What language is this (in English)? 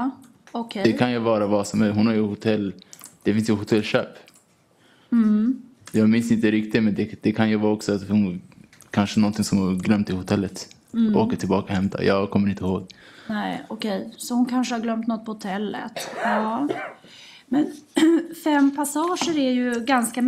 Swedish